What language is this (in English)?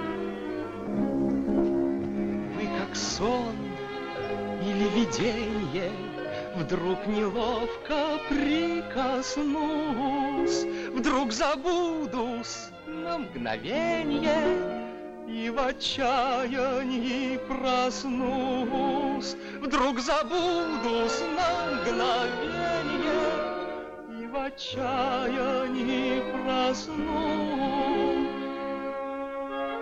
Russian